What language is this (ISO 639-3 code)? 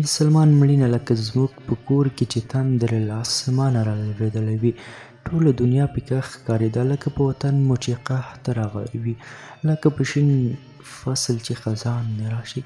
pus